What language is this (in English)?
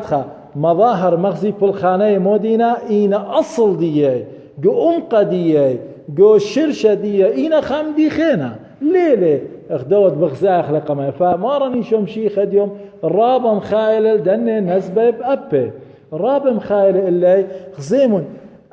Assyrian Neo-Aramaic